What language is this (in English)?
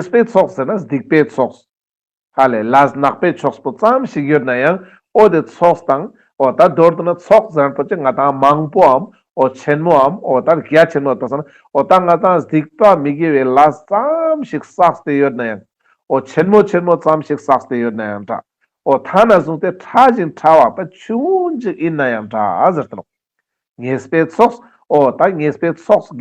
Ladakhi